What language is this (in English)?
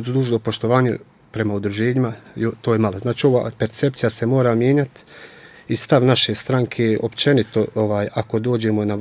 Bosnian